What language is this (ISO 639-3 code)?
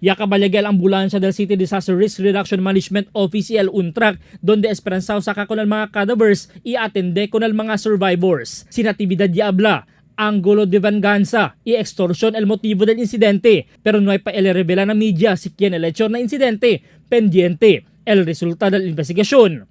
cbk